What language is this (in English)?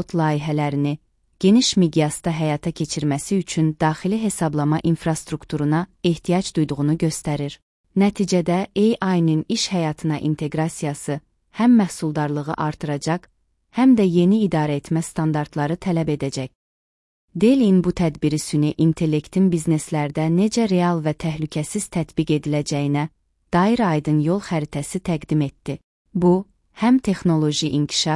Azerbaijani